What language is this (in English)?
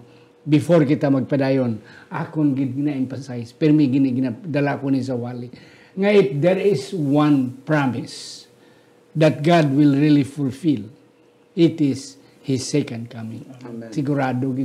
Hiligaynon